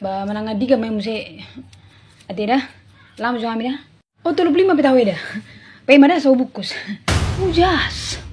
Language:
Batak Toba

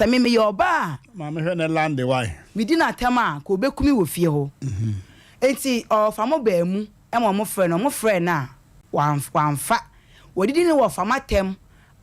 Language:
Akan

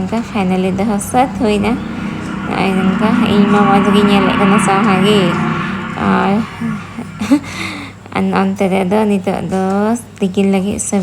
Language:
Santali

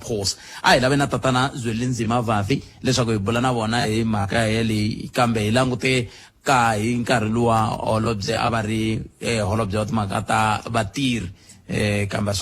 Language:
Tsonga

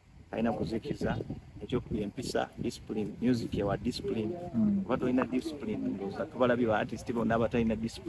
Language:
Ganda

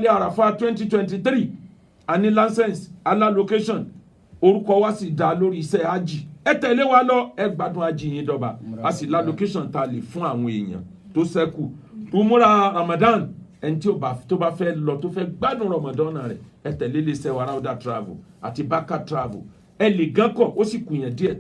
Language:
Yoruba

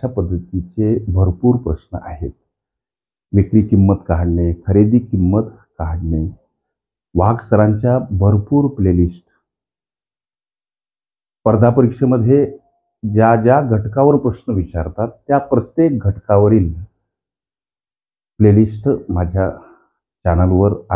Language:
Marathi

